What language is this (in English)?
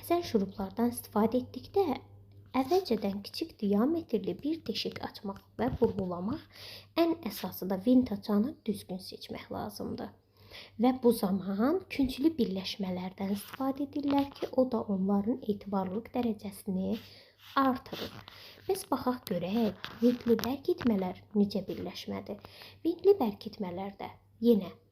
Azerbaijani